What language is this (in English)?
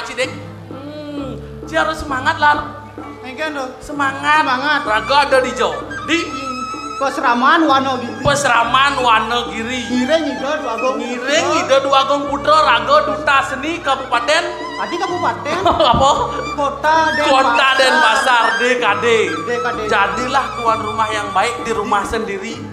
Balinese